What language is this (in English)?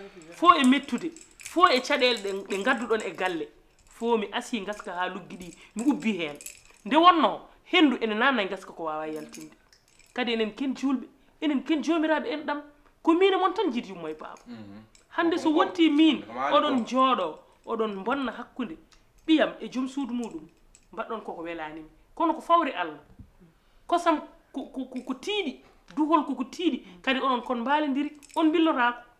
Fula